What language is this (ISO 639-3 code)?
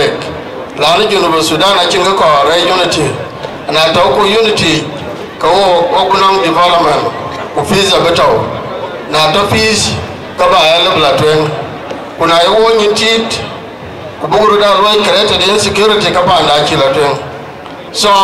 din